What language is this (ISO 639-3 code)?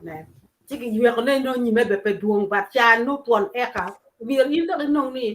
ach